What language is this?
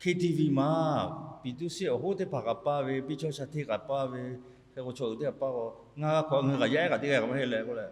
Lahu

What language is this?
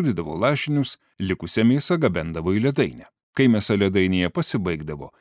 Lithuanian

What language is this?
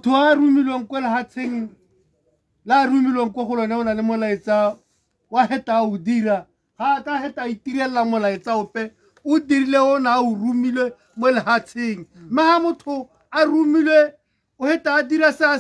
Tswana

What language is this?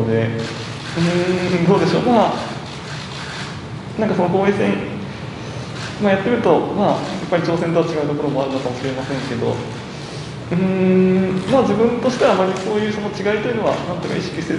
Japanese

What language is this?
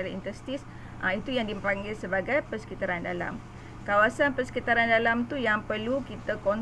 Malay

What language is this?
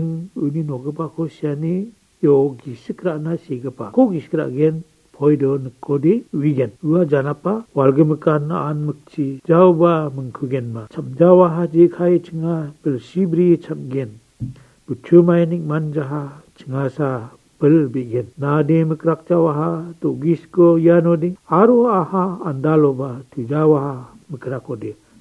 Garo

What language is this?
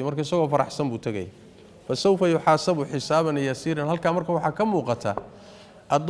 Somali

